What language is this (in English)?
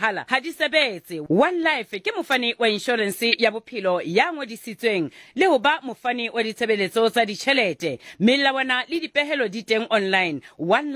Southern Sotho